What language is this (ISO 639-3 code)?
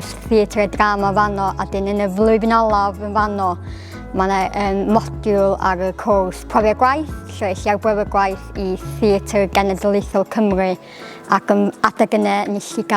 cym